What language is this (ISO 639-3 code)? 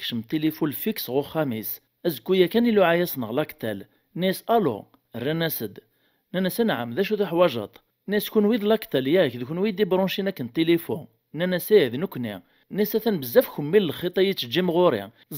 kab